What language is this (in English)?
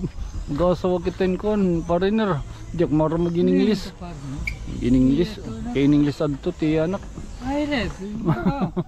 Waray